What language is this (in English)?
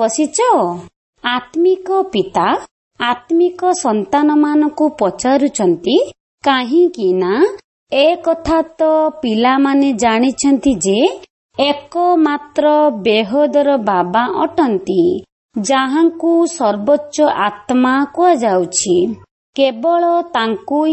Odia